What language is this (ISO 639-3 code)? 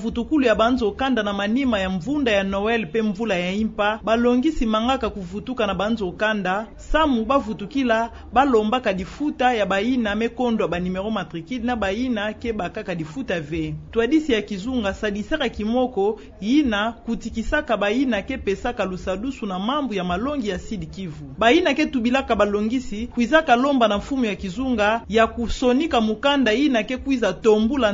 ktu